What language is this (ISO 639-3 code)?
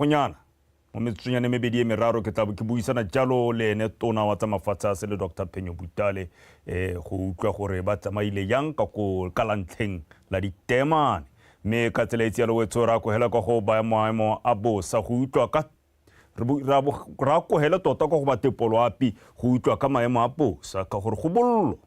tsn